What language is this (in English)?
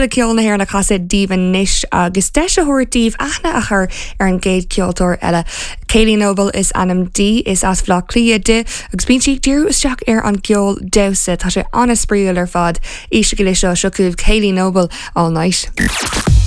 Irish